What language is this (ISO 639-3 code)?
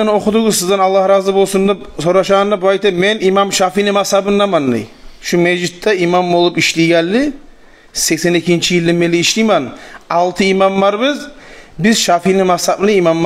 kum